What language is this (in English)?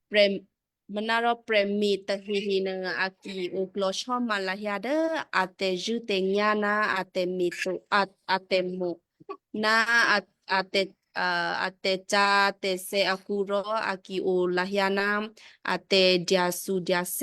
Western Kayah